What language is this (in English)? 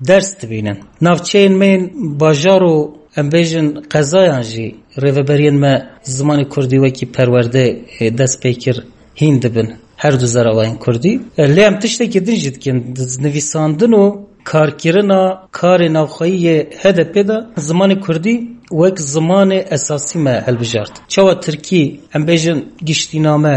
Kurdish